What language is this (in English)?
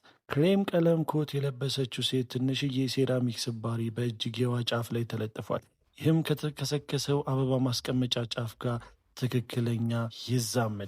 Amharic